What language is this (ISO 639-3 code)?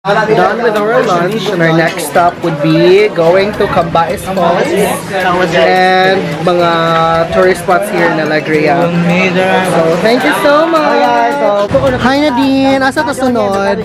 ceb